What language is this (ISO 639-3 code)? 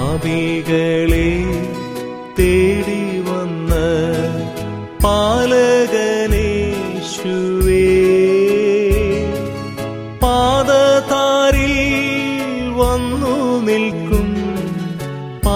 mal